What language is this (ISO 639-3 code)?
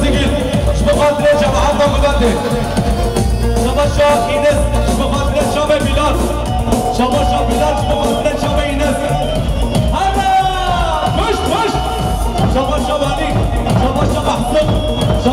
fas